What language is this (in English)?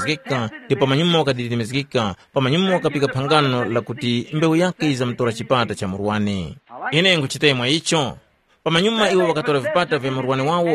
Tumbuka